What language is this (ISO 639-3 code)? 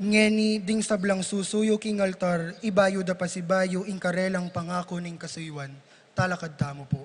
pam